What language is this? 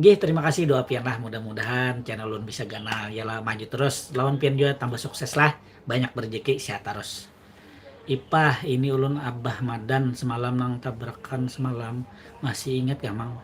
Banjar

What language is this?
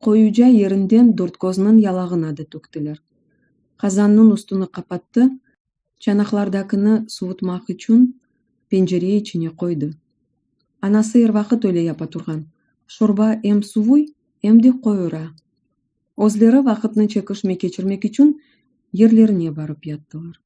Crimean Tatar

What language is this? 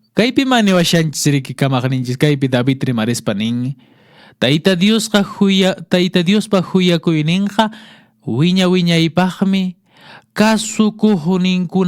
Quechua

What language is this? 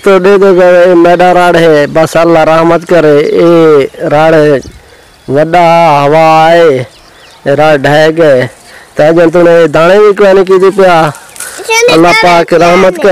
Saraiki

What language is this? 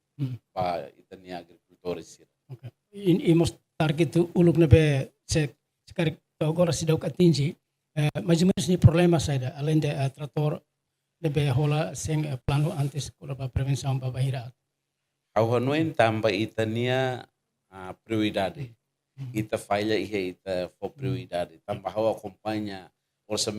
Tetum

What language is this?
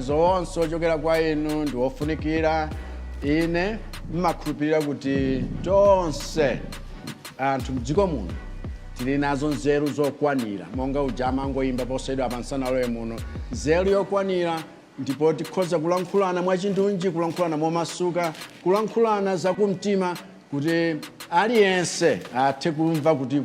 Nyanja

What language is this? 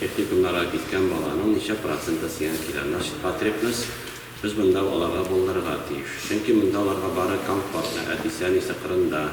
Tatar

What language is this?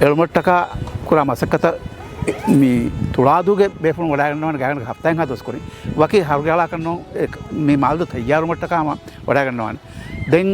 Divehi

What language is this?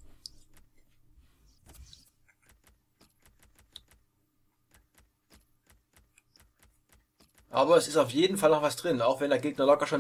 German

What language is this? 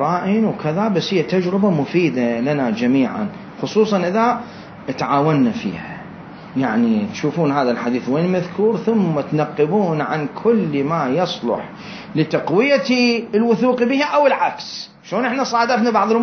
Mesopotamian Arabic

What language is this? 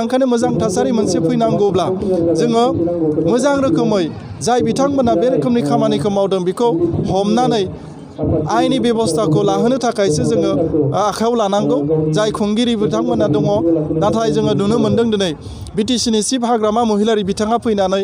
Bodo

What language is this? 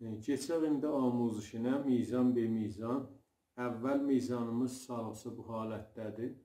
South Azerbaijani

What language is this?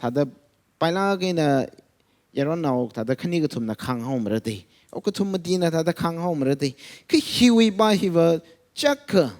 Tangkhul Naga (India)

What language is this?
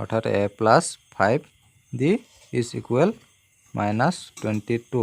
Assamese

